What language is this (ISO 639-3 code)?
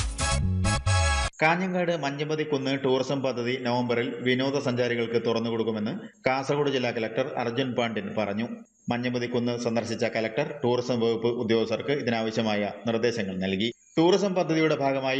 mal